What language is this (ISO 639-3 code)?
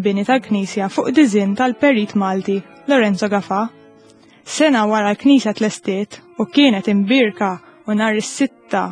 mlt